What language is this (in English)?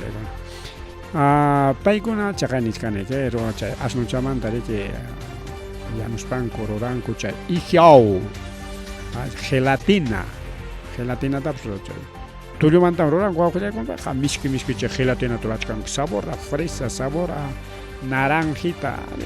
Ayacucho Quechua